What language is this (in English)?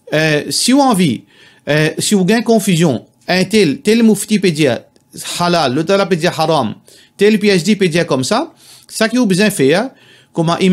Morisyen